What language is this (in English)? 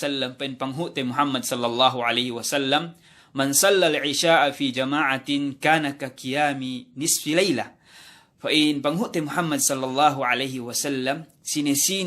Yakan